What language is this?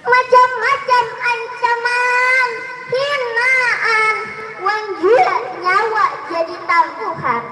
Banjar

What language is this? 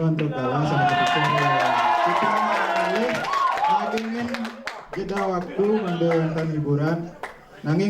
Balinese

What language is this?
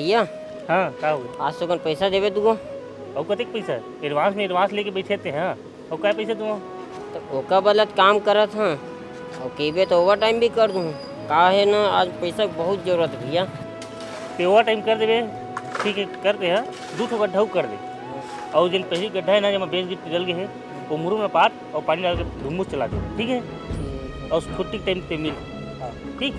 Chhattisgarhi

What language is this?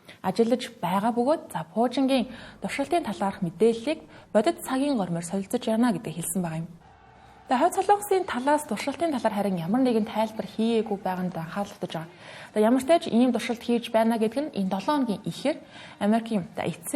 Mongolian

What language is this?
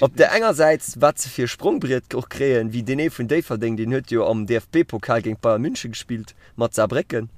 Luxembourgish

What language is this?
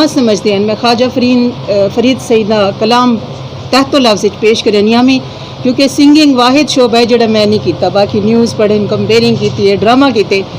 Saraiki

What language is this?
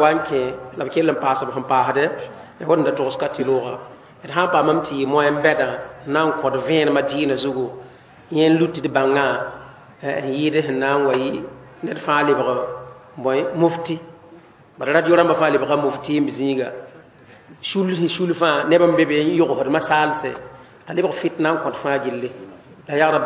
Mossi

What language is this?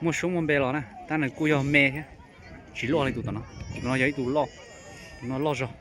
Hmong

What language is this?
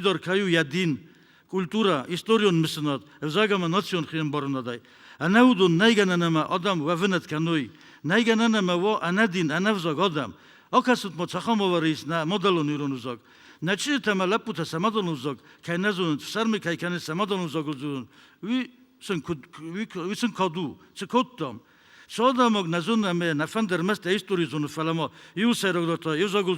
Ossetic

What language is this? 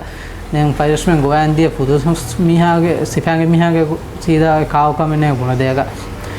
Divehi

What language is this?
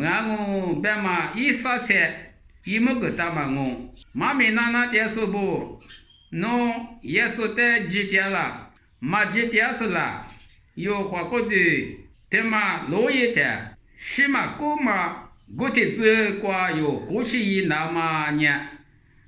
Lisu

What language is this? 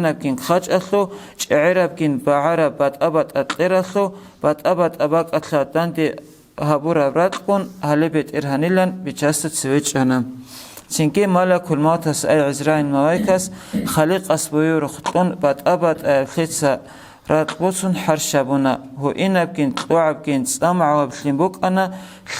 Avaric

